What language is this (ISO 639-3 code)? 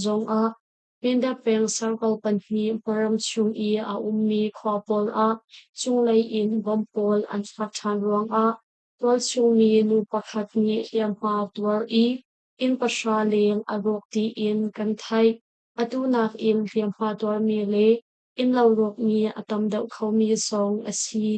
cnh